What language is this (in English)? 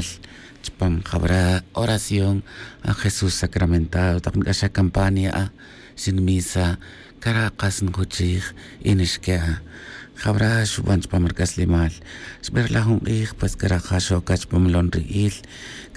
Tz'utujil